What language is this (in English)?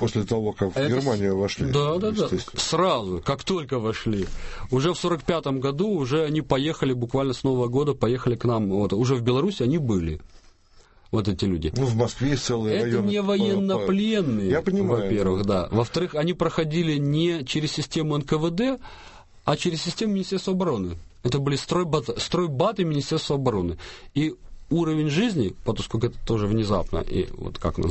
Russian